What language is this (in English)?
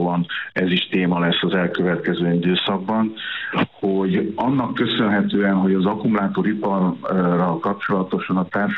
Hungarian